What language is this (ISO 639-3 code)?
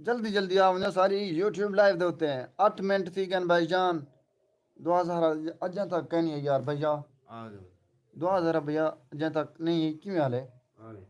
skr